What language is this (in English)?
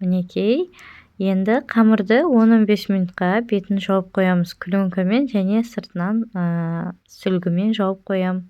Kazakh